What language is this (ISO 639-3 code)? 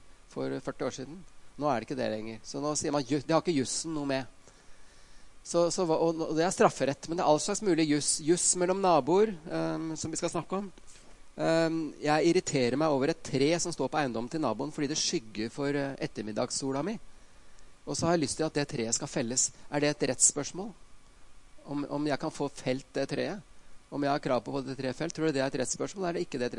nor